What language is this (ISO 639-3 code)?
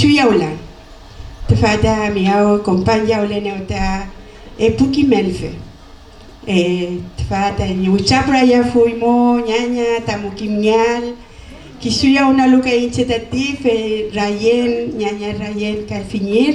arn